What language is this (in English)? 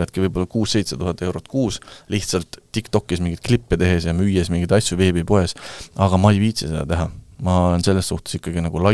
Estonian